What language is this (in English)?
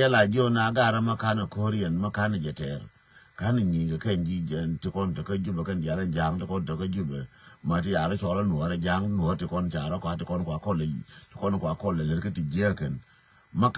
Nuer